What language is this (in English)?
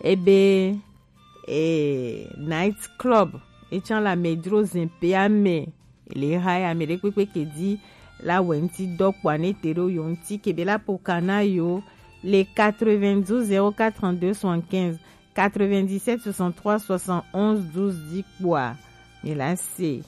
Gen